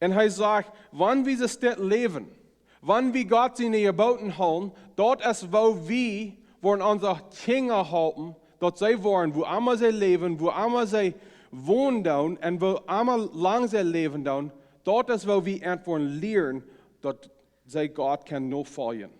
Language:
Plautdietsch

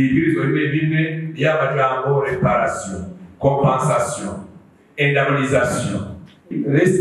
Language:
Rundi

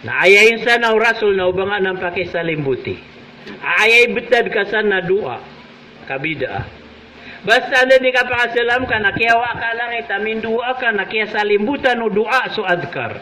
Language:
Maranao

